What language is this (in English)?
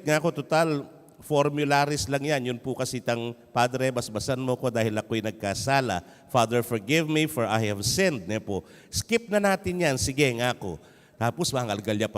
Pampanga